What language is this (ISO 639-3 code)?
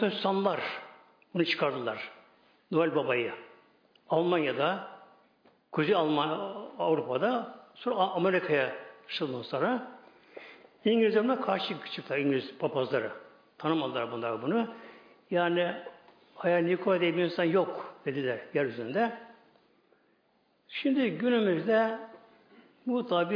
tur